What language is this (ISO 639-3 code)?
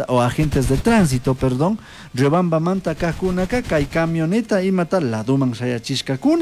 qug